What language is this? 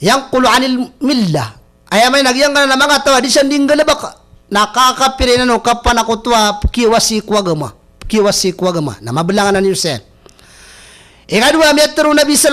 Maranao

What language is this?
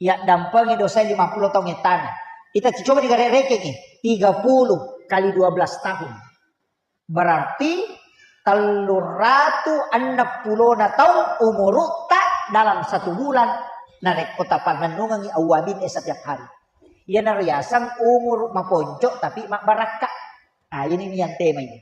Buginese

